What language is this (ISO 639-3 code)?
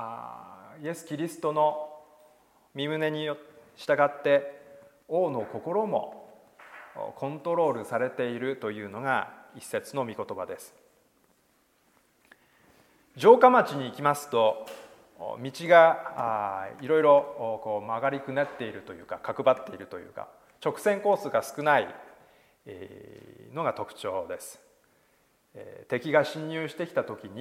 jpn